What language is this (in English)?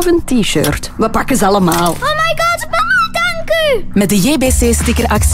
Dutch